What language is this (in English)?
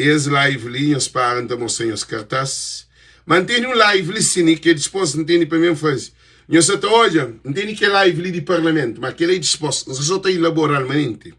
Kabuverdianu